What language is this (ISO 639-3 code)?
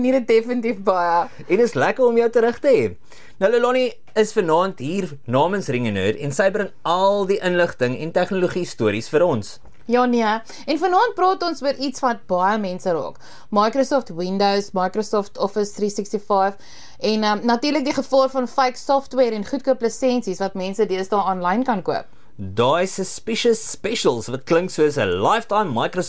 afr